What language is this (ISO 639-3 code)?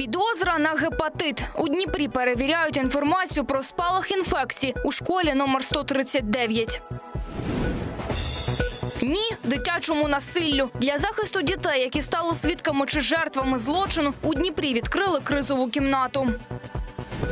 ukr